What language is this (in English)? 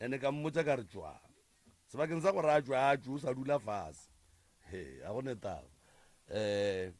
Northern Sotho